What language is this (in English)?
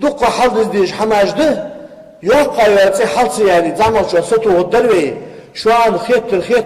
Ingush